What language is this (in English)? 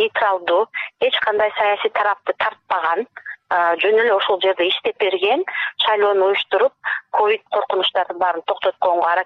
Kyrgyz